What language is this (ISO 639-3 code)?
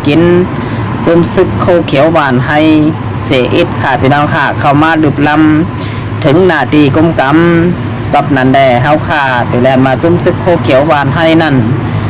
shn